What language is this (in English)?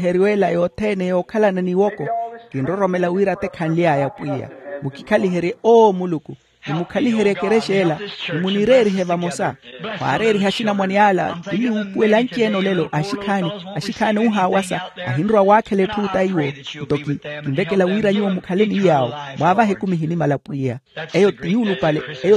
Makhuwa